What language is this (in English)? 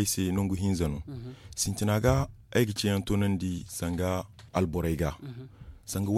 Zarma